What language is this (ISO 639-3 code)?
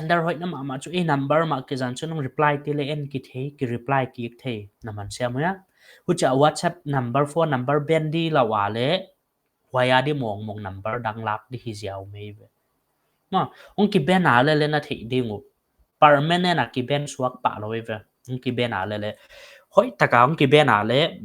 pck